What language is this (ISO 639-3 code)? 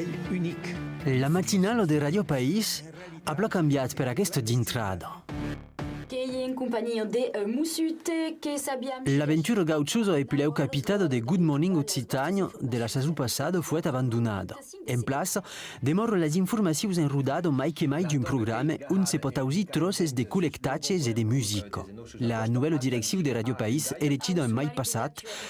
oci